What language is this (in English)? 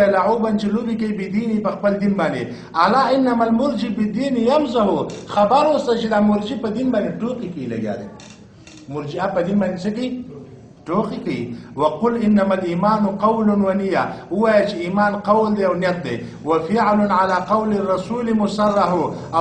Pashto